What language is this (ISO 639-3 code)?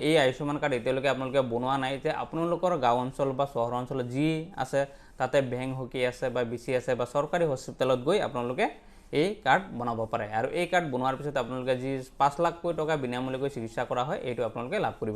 asm